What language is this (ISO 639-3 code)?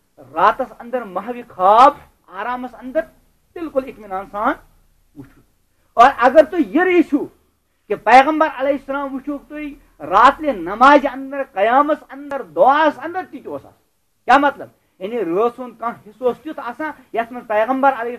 kas